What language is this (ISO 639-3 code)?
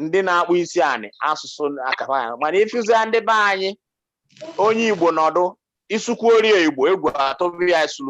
ibo